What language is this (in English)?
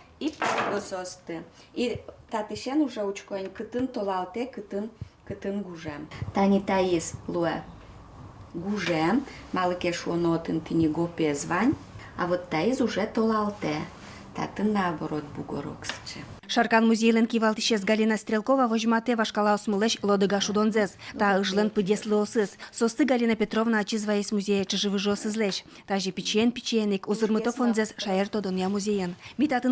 Udmurt